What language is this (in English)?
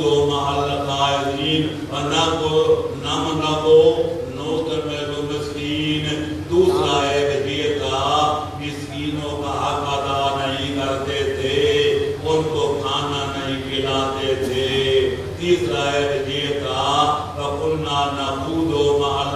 Urdu